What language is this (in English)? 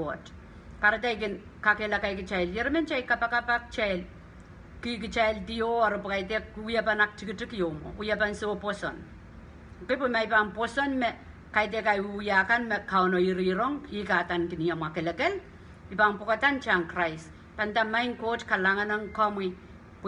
Pohnpeian